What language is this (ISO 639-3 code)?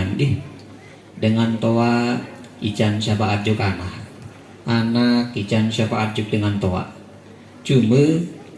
sas